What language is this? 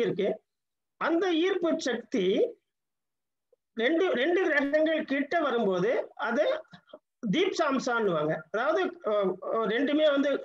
Tamil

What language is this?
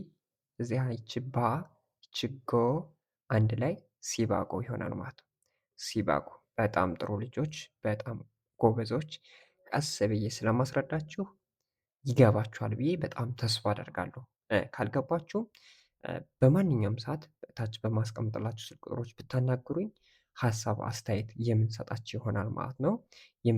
Amharic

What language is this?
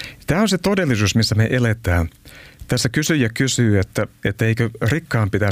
Finnish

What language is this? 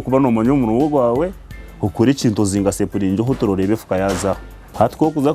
Nyankole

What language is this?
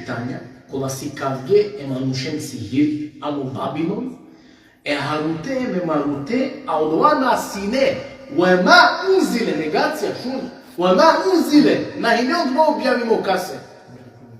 Balkan Romani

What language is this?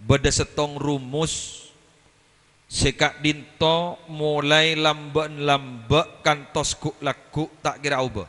Madurese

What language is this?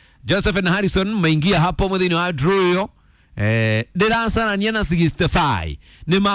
Kikuyu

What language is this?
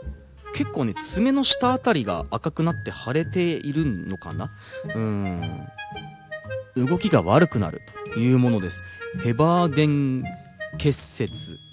Japanese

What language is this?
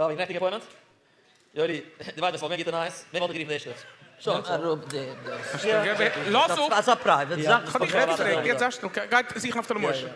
Yiddish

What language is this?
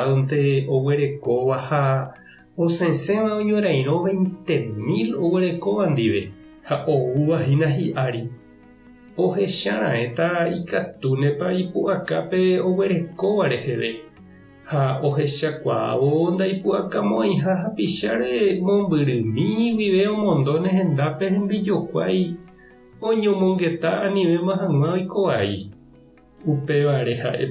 Guarani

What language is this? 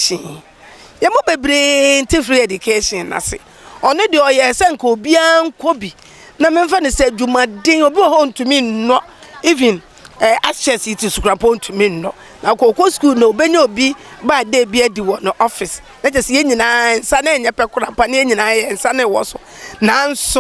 Akan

